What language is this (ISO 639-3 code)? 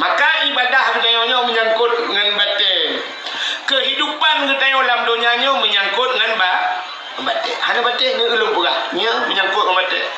ace